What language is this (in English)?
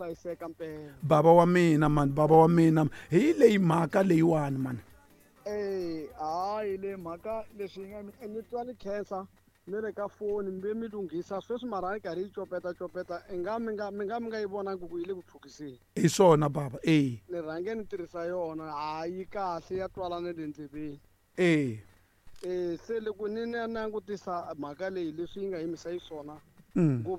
Tsonga